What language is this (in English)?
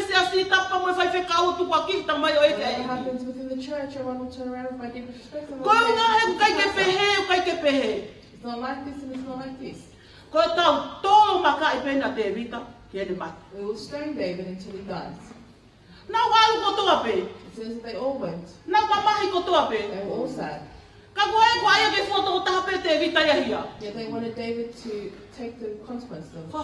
Tongan